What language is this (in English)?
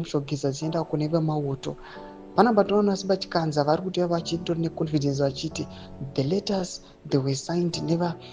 Shona